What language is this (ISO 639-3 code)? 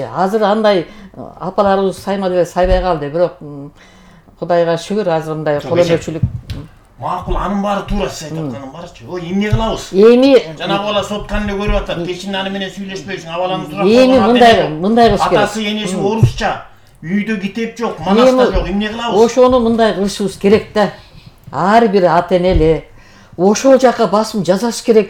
kir